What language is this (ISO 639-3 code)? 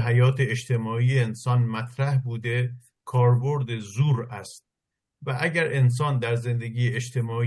fas